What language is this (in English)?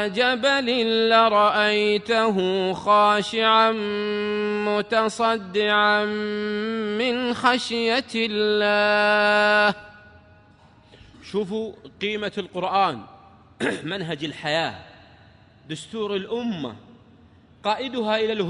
Arabic